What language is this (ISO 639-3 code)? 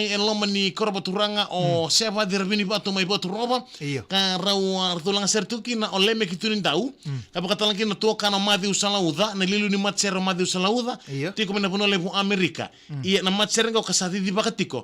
fij